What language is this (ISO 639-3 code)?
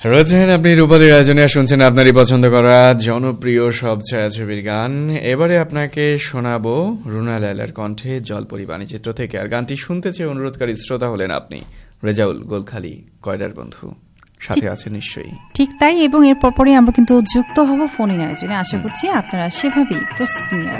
ben